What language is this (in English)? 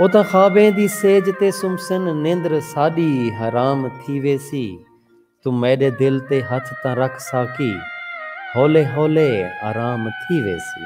Saraiki